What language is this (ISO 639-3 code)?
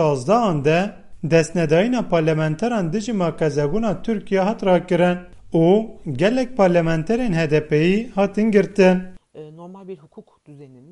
kur